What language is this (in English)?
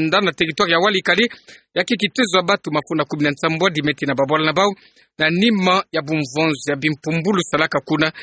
Kituba (Democratic Republic of Congo)